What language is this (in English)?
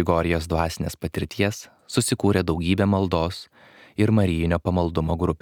Lithuanian